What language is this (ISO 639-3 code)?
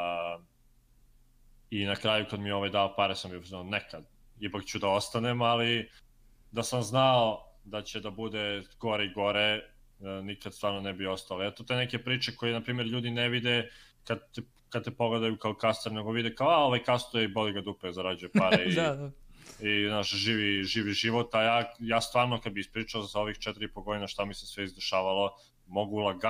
srp